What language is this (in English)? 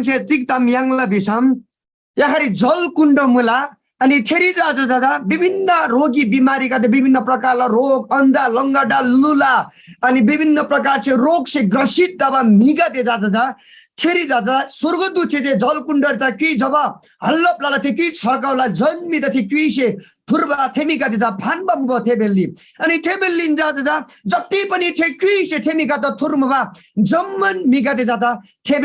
Eastern Tamang